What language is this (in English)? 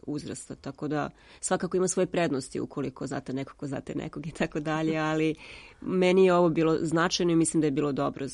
Serbian